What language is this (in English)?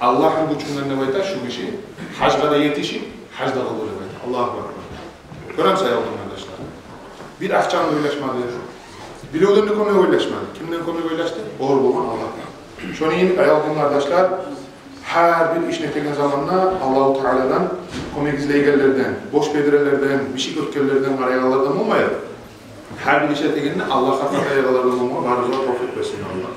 Kumyk